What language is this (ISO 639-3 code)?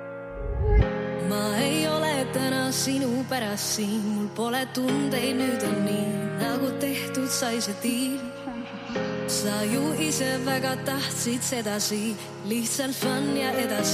est